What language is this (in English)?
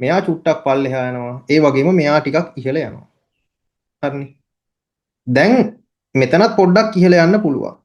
Sinhala